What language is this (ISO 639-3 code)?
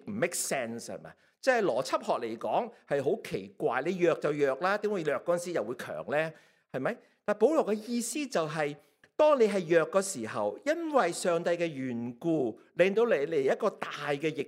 yue